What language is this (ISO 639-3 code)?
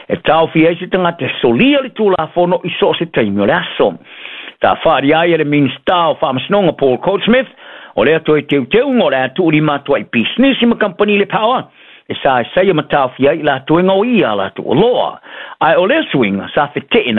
smo